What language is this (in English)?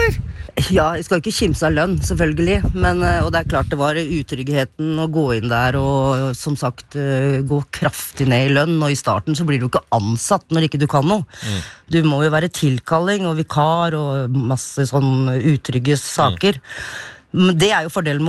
Norwegian